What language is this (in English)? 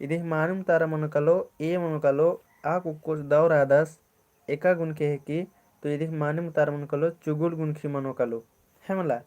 Kurukh